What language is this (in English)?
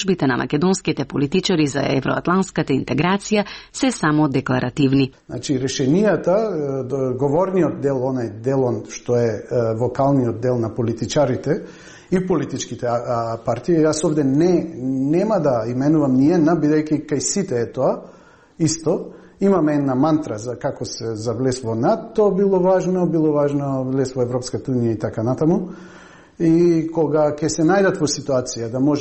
Macedonian